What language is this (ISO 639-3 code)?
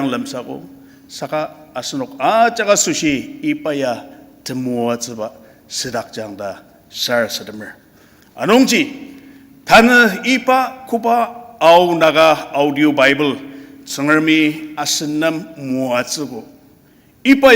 njo